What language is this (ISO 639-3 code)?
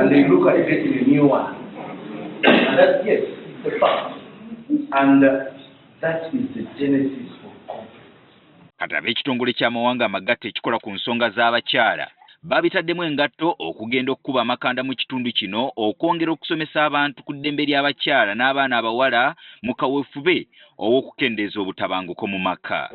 lug